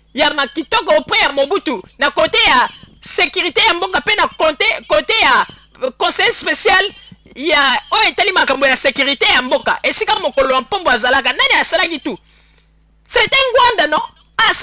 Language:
Lingala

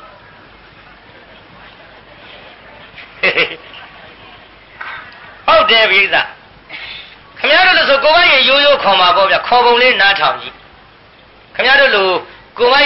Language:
Burmese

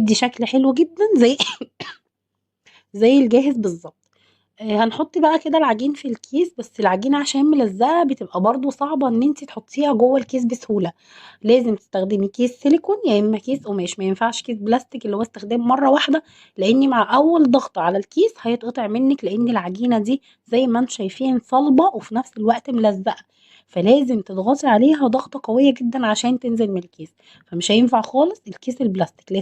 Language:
Egyptian Arabic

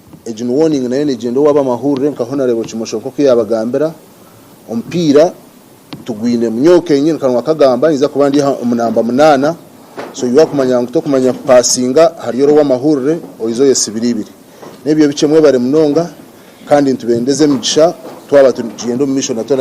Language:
Nyankole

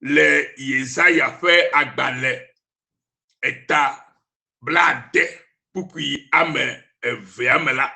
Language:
Ewe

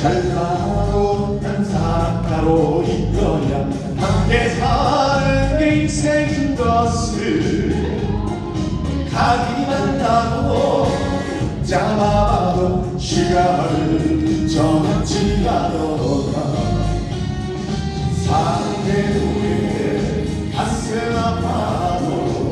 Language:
Korean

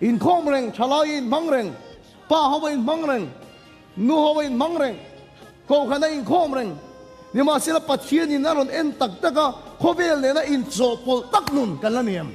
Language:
Mizo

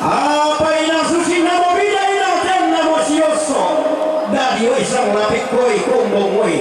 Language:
Toraja-Sa'dan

